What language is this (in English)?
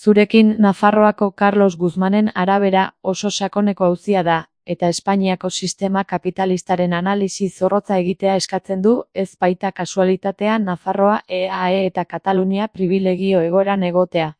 Basque